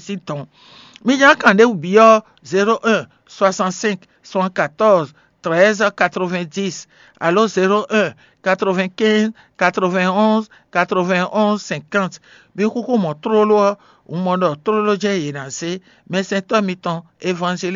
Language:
Fon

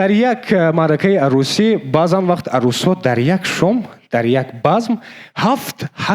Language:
Tajik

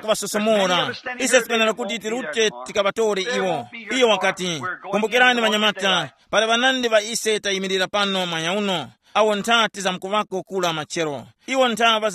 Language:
Tumbuka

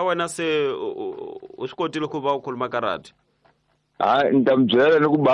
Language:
Tsonga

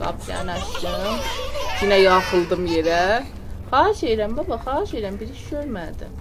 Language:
South Azerbaijani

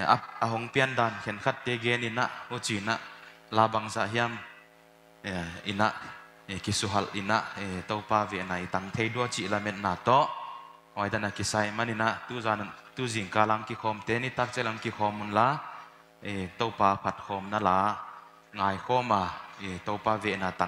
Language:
Paite Chin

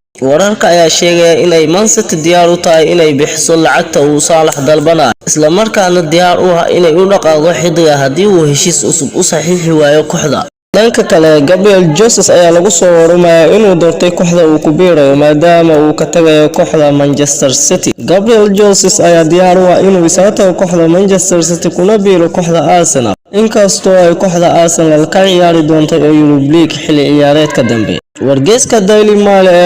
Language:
Somali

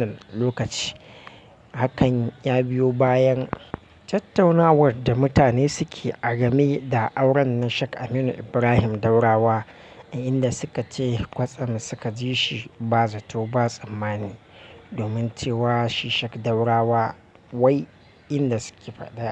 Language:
Hausa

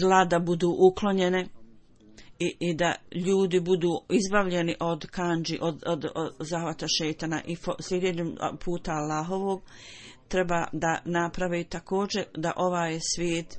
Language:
Bosnian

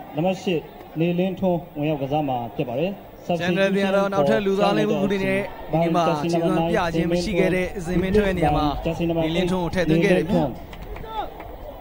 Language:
Burmese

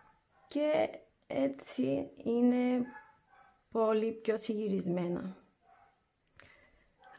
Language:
Greek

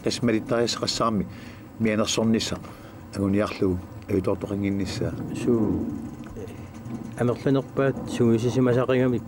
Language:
Kalaallisut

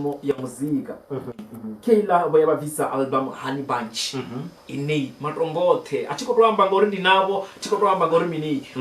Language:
Venda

